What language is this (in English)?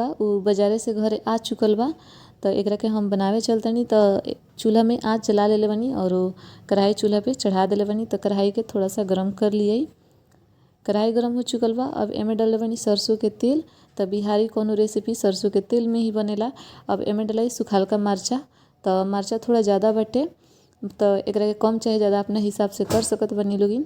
Bhojpuri